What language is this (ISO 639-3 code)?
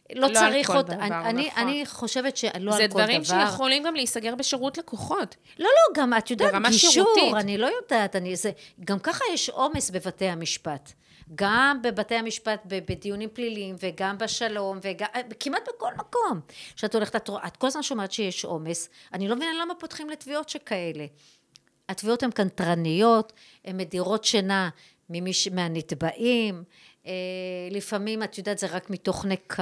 heb